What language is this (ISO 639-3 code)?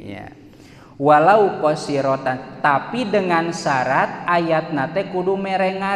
sun